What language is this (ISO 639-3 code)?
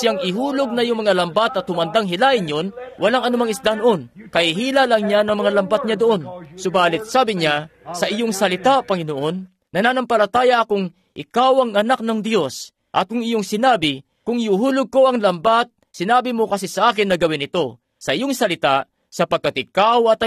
fil